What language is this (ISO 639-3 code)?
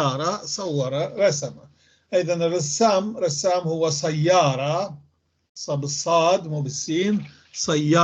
apc